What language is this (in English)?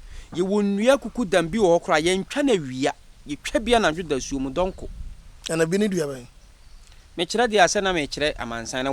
Akan